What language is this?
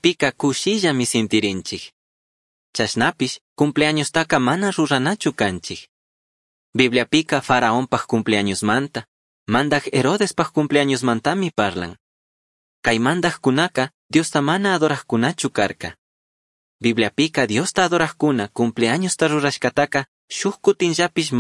Chimborazo Highland Quichua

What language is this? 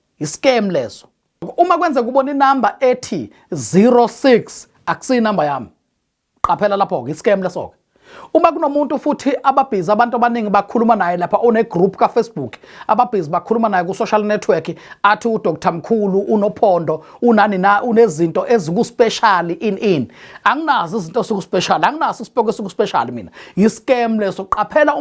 Zulu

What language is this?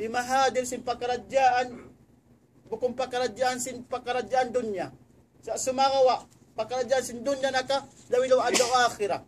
Tausug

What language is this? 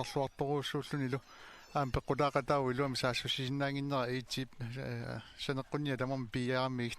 Kalaallisut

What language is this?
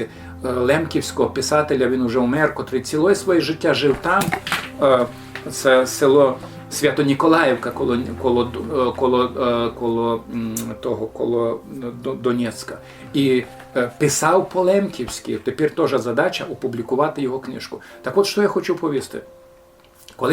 Rusyn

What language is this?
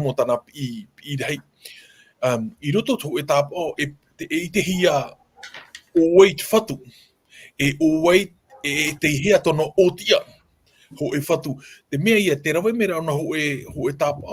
Tahitian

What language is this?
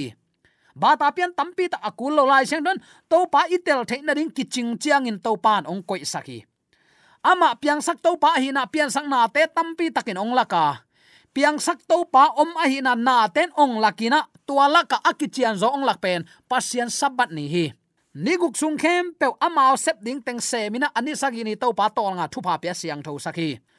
Tedim Chin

